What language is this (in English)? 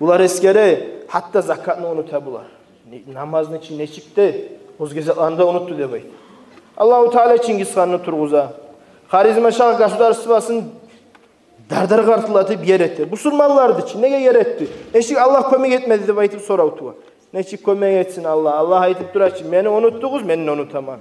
Kumyk